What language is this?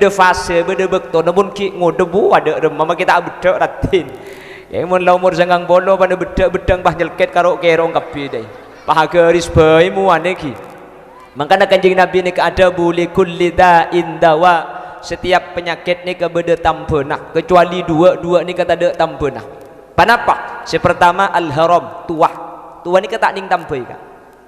Madurese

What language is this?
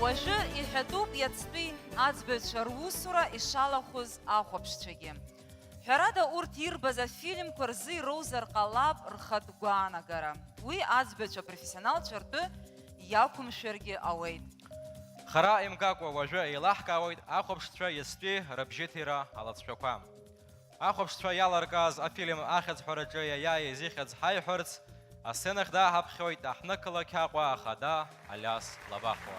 Abkhazian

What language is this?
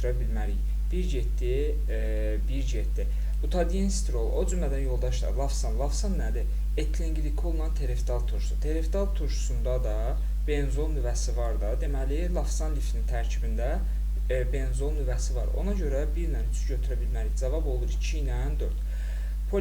Azerbaijani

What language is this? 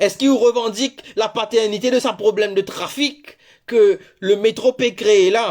Morisyen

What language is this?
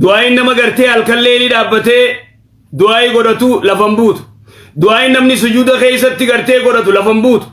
Oromo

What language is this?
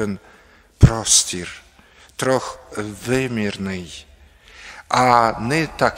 Ukrainian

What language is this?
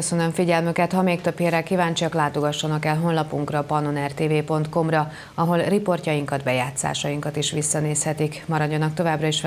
Hungarian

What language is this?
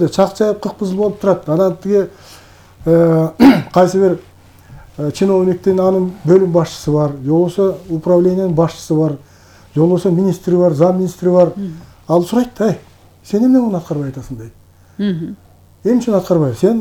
Kyrgyz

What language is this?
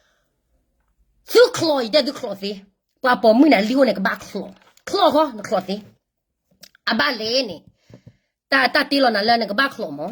S'gaw Karen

